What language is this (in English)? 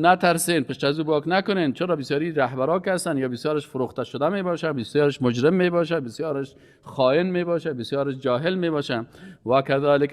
Persian